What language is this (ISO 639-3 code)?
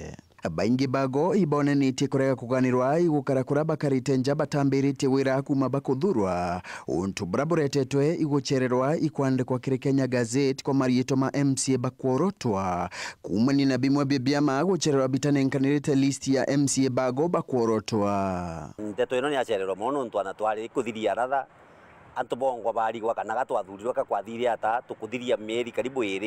mer